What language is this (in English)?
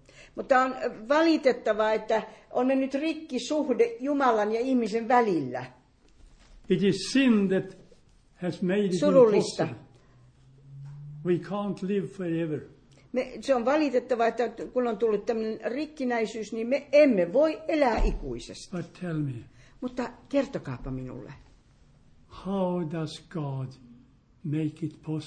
Finnish